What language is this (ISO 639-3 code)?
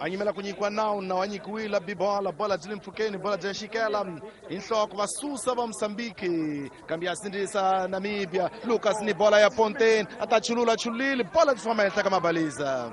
tso